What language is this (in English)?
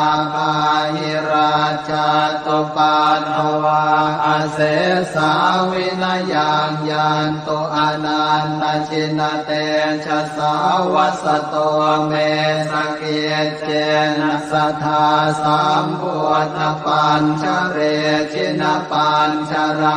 Pali